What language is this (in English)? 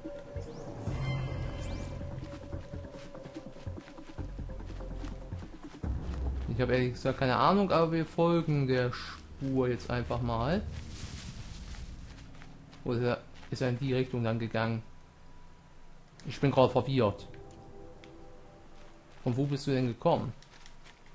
German